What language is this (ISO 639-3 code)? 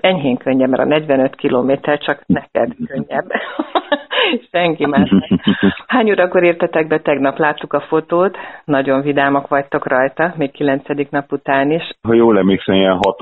hun